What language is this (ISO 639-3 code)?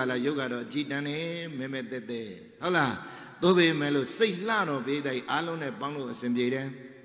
mya